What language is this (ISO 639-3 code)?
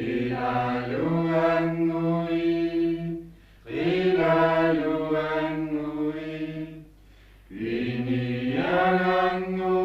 kal